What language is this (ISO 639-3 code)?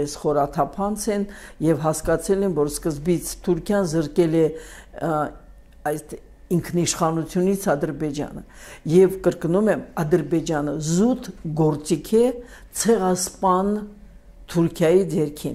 hye